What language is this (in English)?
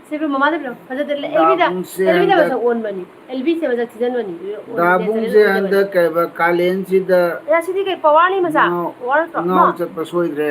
Manipuri